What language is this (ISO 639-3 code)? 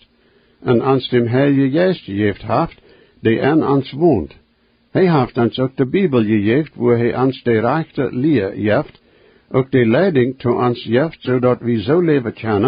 pdt